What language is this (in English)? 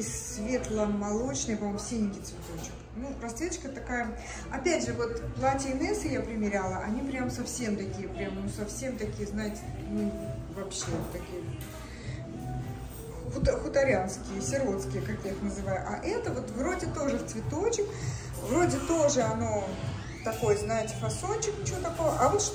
Russian